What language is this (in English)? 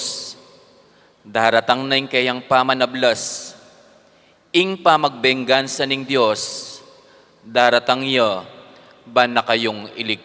Pampanga